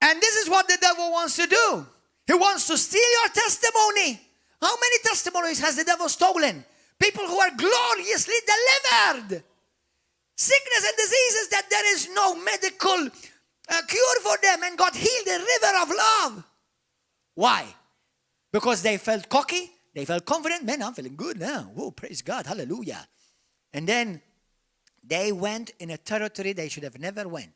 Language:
English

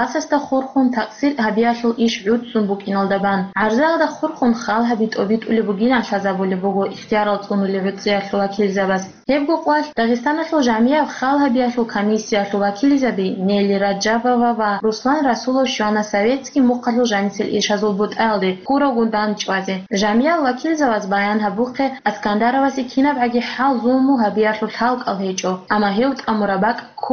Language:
Avaric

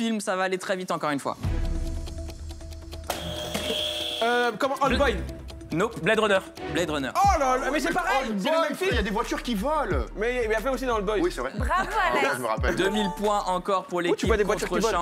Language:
French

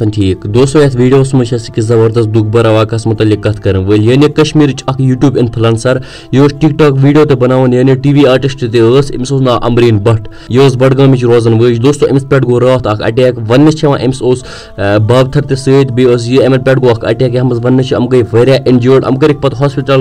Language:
Kashmiri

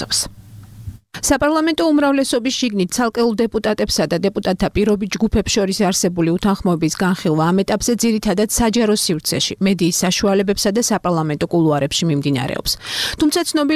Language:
Georgian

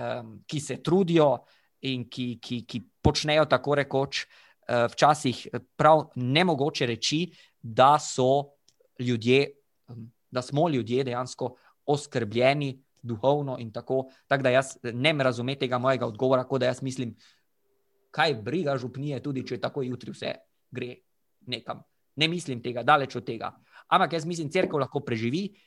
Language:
Slovenian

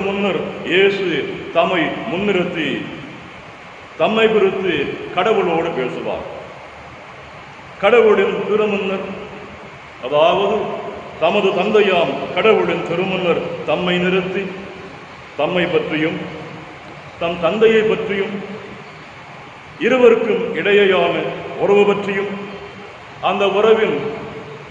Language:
Tamil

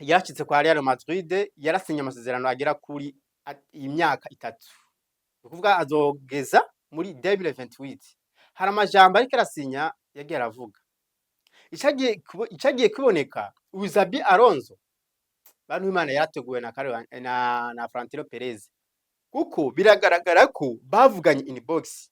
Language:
Rundi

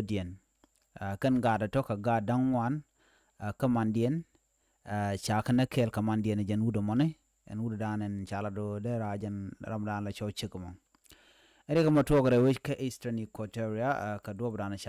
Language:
Nuer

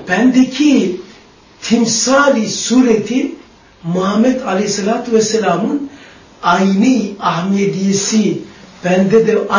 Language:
Turkish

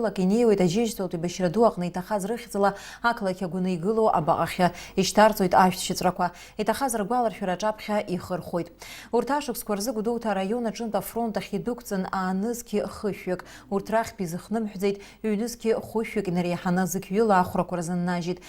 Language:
Abkhazian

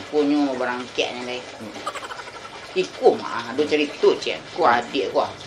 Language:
Minangkabau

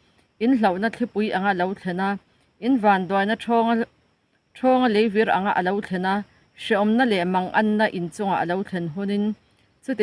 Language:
Mizo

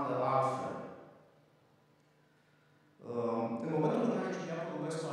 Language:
Romanian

